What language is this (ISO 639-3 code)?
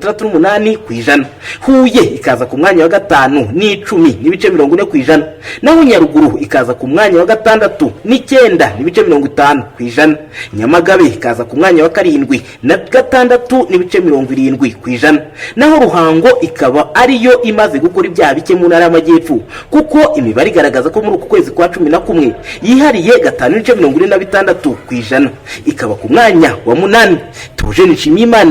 kin